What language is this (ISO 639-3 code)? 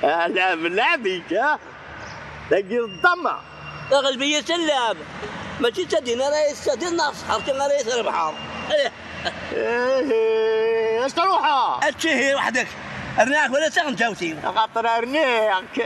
kab